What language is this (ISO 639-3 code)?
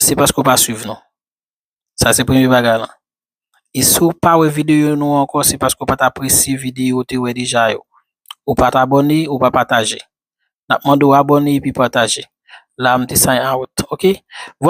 hat